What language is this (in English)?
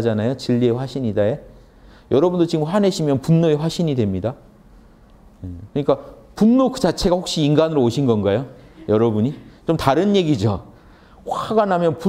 Korean